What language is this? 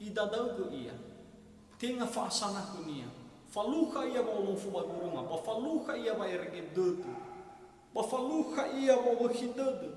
Nias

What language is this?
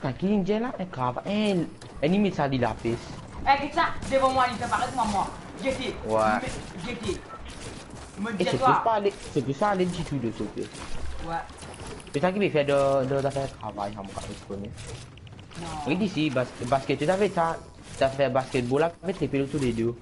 Morisyen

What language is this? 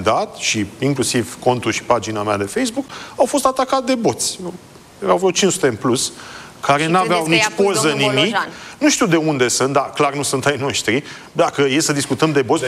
Romanian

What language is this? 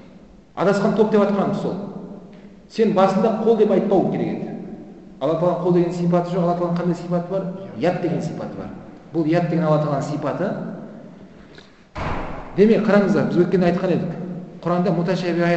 Kazakh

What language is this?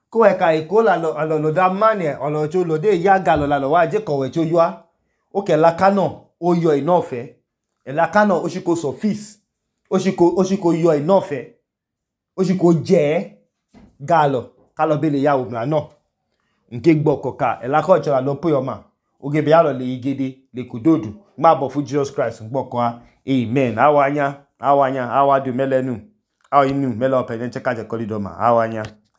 Idoma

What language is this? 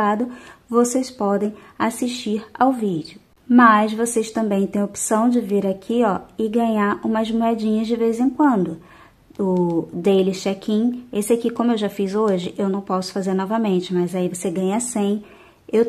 Portuguese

